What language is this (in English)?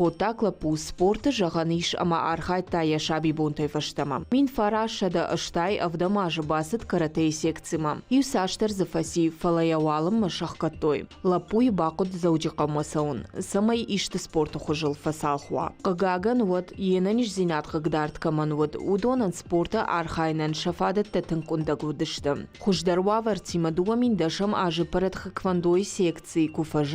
Ossetic